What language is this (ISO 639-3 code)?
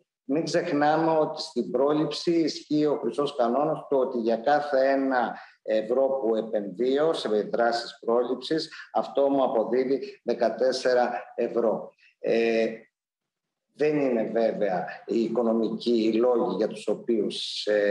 ell